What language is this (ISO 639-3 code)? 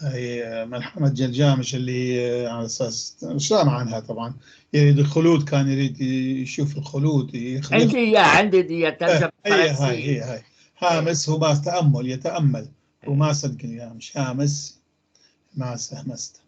apc